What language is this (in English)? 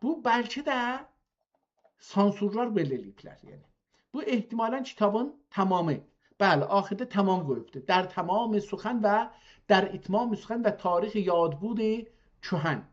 South Azerbaijani